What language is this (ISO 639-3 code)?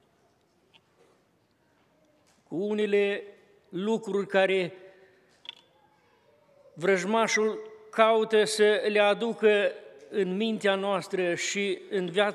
ron